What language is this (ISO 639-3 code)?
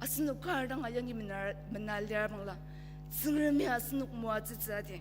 njo